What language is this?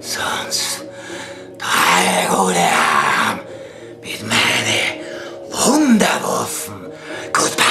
Bavarian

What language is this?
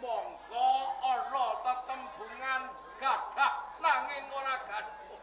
Javanese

